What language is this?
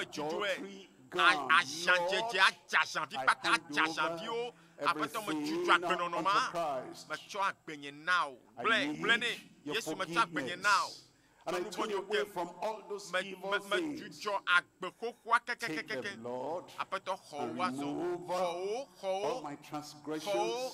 Ewe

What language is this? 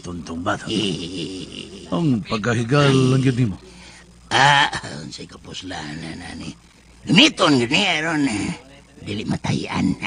Cebuano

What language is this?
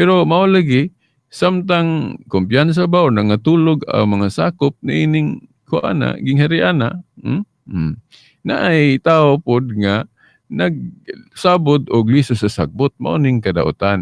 Cebuano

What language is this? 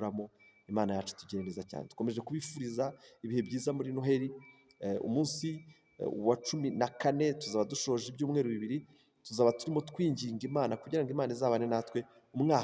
Kinyarwanda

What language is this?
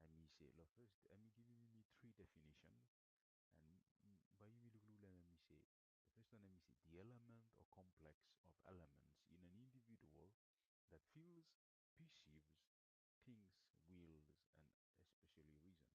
Bislama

